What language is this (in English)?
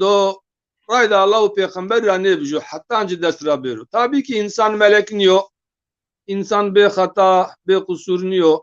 Zaza